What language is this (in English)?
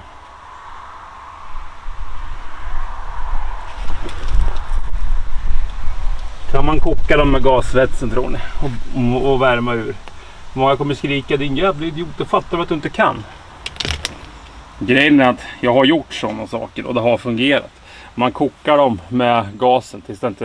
Swedish